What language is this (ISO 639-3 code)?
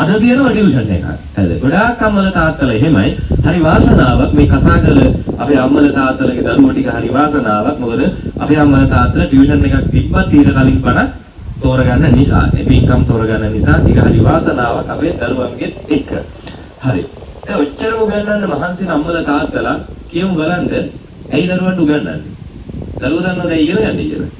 sin